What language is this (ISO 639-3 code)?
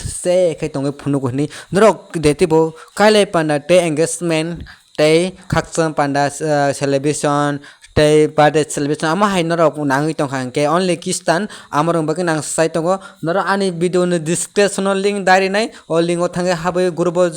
trp